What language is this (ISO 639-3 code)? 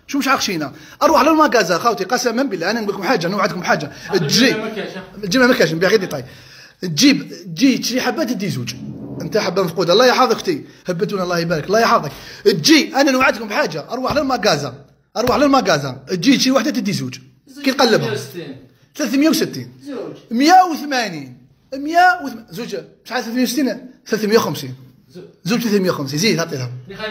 arq